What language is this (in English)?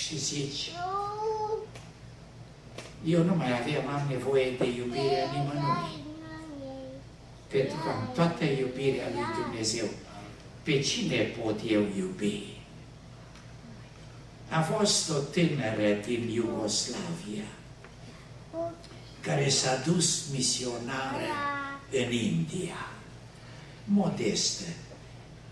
Romanian